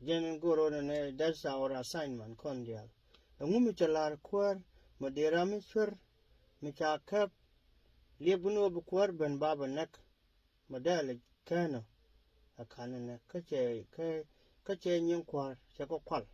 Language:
Nuer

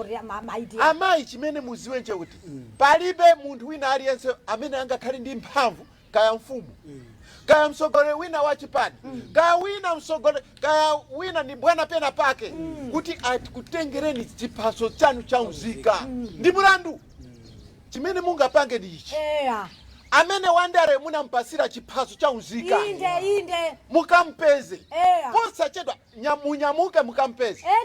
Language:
Nyanja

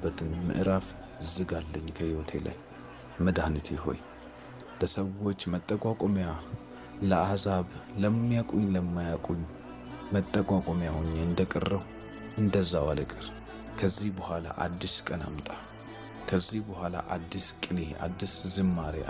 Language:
Amharic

